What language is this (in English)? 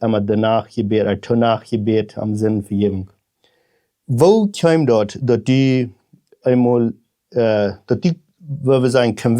Plautdietsch